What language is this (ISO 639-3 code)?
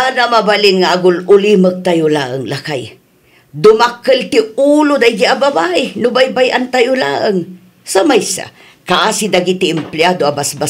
ilo